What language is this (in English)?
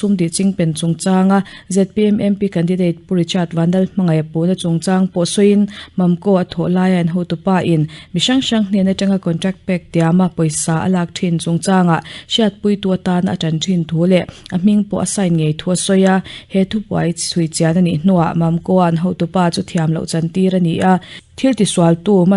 Mizo